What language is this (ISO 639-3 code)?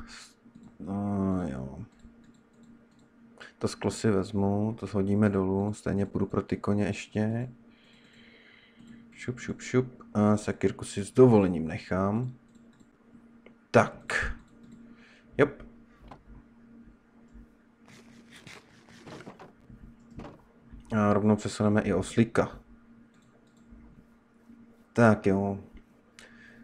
ces